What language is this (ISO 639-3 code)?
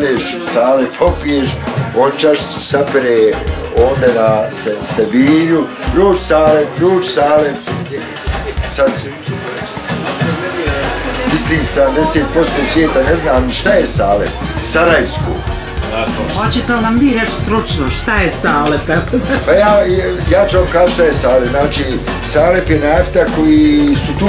bos